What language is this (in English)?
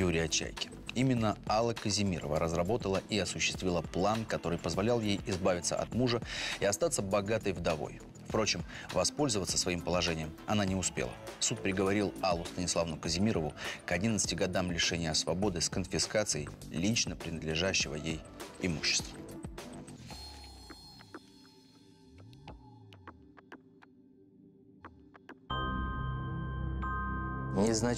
Russian